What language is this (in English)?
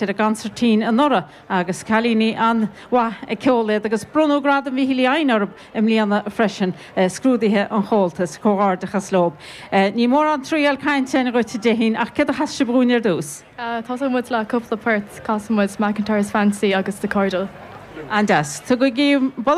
Irish